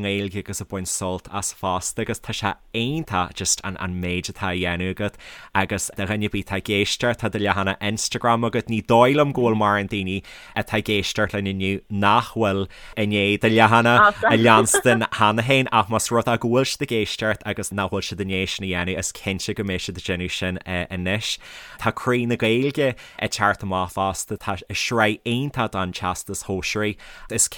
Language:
Irish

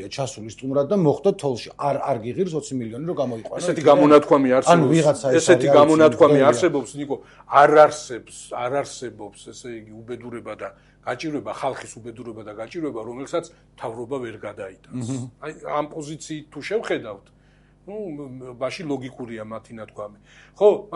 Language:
Georgian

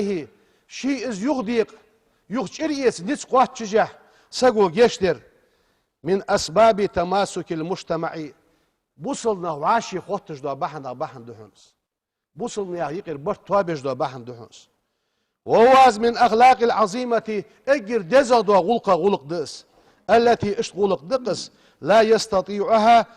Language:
Ingush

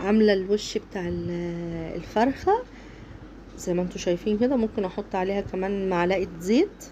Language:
Egyptian Arabic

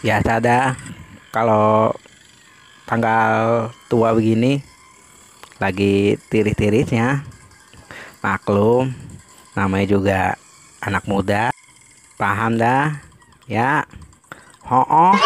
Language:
Betawi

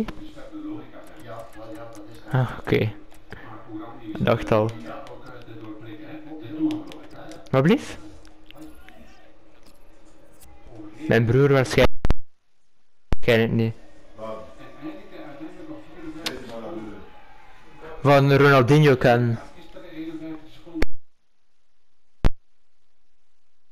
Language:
Dutch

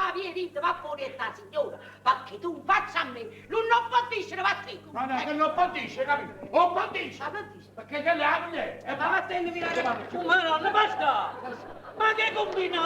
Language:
Neapolitan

